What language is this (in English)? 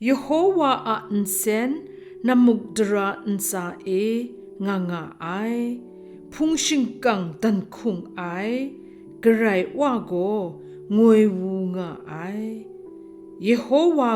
Kachin